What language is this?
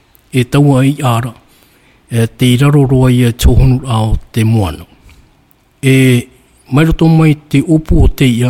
Tahitian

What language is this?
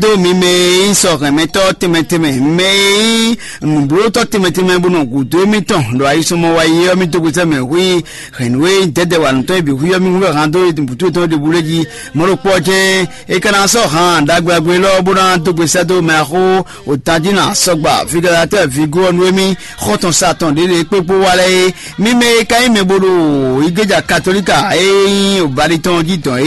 Fon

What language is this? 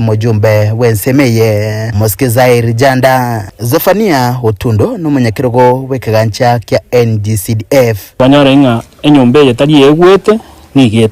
Gusii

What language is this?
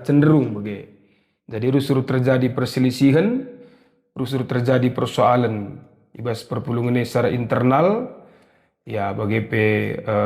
Batak Karo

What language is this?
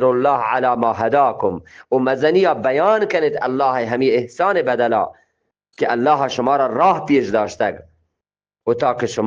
Eastern Balochi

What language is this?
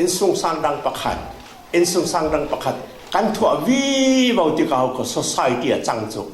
Falam Chin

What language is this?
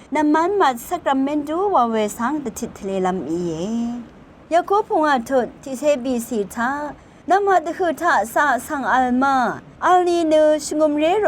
Rawang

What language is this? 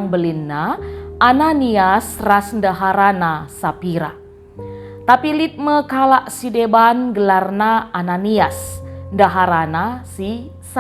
Batak Karo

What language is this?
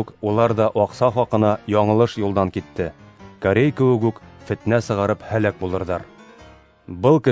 Bashkir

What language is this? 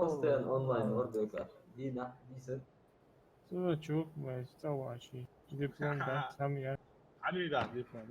Ingush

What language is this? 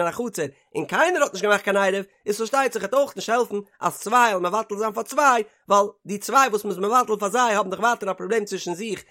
Yiddish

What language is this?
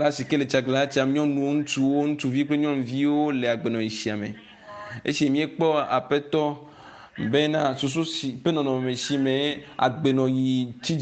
Ewe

